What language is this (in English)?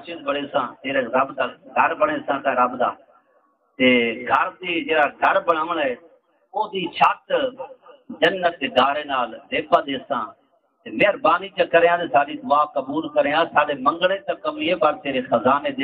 Saraiki